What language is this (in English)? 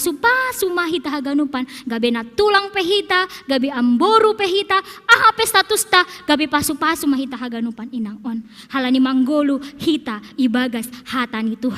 Batak Simalungun